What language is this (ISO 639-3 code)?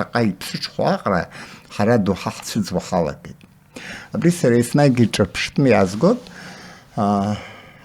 abk